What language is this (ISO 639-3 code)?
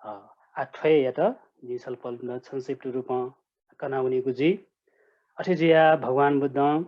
new